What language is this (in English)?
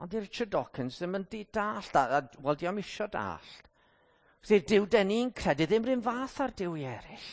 Welsh